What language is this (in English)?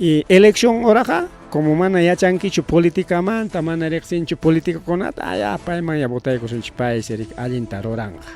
Ayacucho Quechua